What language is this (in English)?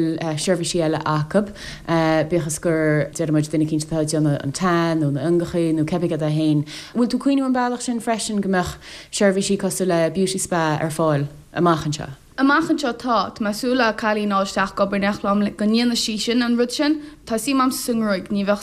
Irish